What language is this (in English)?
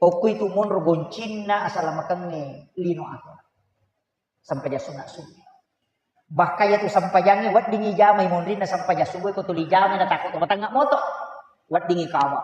Buginese